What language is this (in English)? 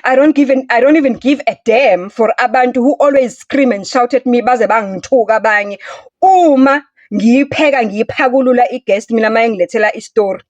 Zulu